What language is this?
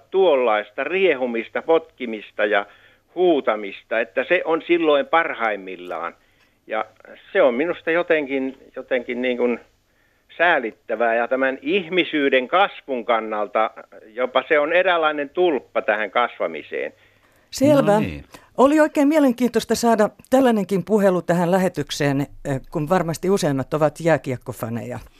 Finnish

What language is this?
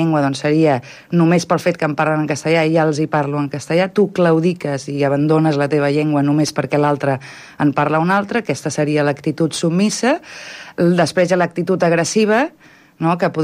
Catalan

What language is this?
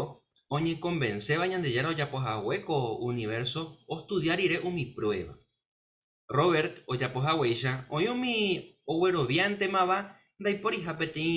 Guarani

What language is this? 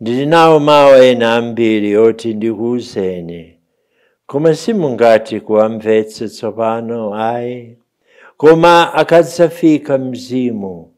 Nyanja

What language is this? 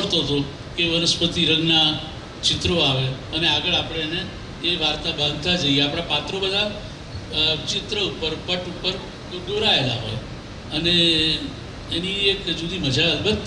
Gujarati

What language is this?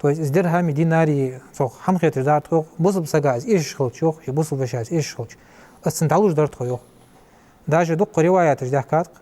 Ingush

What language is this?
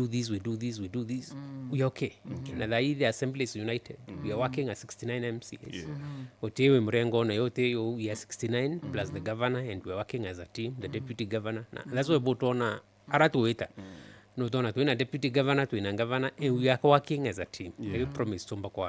Meru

